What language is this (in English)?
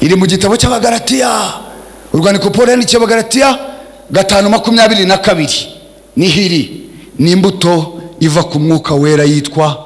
Kinyarwanda